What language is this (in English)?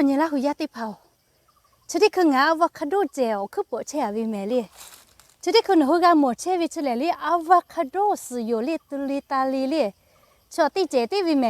Lahu